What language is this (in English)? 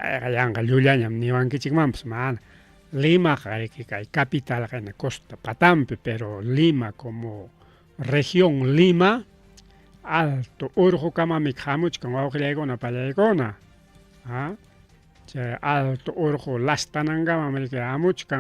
Ayacucho Quechua